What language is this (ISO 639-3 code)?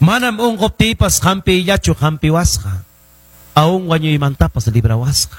quy